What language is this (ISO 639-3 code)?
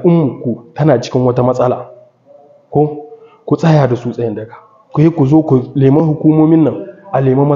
hau